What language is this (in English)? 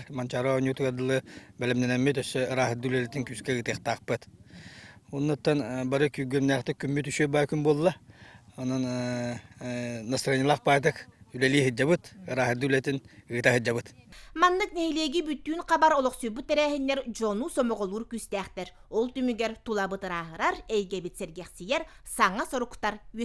Yakut